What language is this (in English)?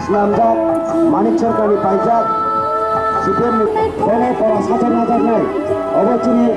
Kok Borok